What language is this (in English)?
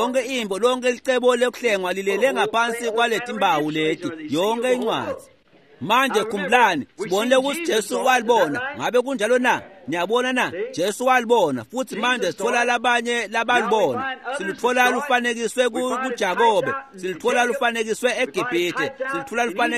Swati